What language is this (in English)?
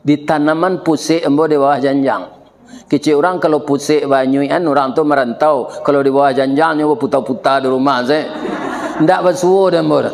Minangkabau